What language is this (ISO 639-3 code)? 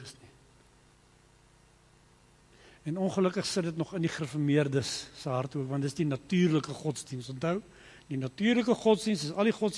afr